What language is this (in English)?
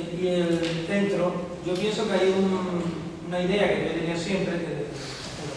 Spanish